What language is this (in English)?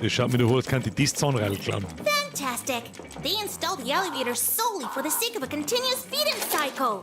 Bavarian